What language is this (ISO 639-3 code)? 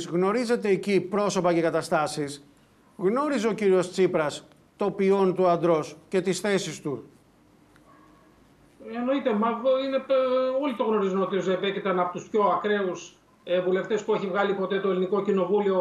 ell